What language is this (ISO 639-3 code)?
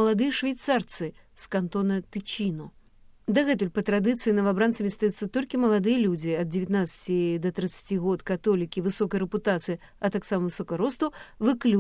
bel